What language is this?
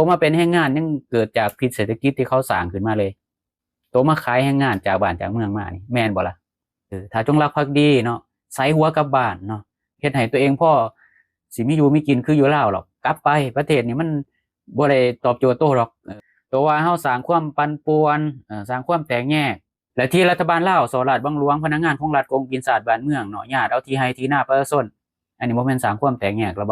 Lao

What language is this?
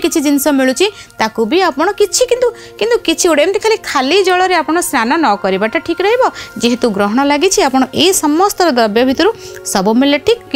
Odia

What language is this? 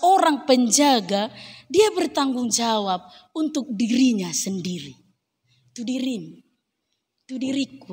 Batak Toba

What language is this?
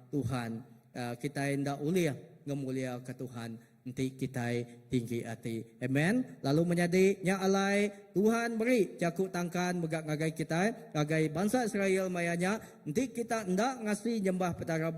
Iban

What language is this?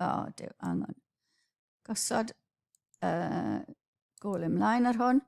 Welsh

